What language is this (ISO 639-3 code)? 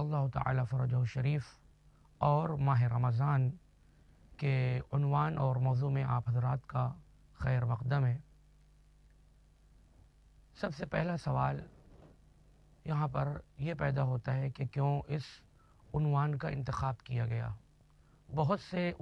urd